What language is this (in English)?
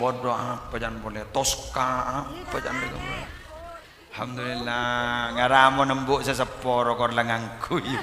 Madurese